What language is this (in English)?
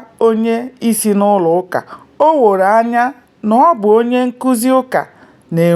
Igbo